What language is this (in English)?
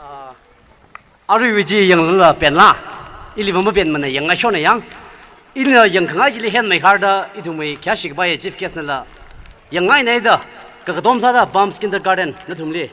Tangkhul Naga (India)